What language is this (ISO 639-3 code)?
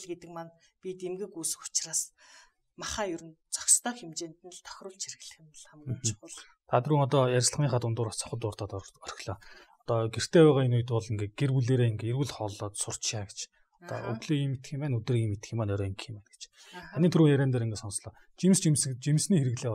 mon